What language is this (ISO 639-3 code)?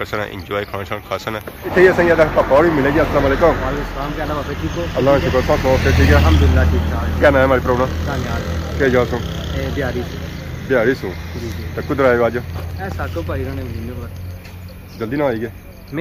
phr